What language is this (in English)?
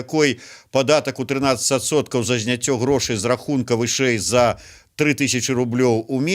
Belarusian